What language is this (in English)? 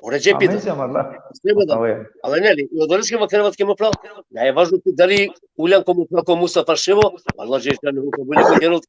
Balkan Romani